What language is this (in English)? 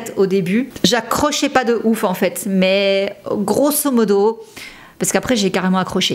French